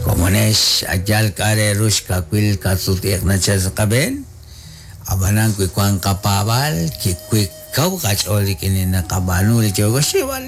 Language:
Kekchí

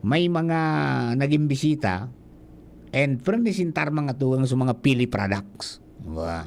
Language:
Bikol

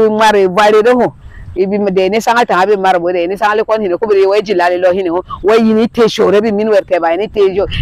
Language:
Berom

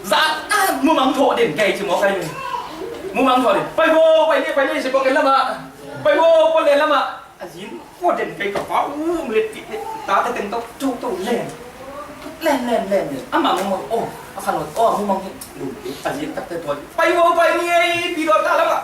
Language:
Tedim Chin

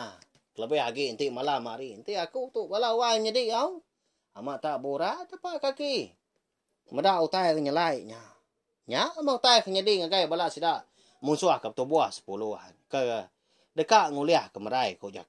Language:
Iban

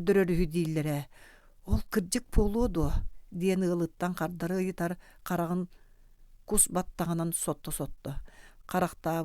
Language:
Yakut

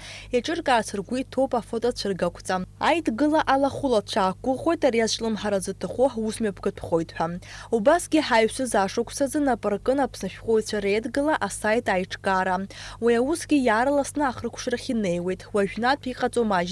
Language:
Abkhazian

